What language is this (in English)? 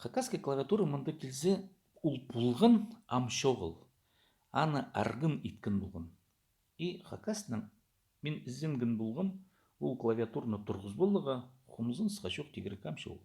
Khakas